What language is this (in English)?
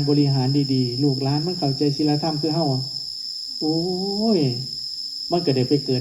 Northeastern Thai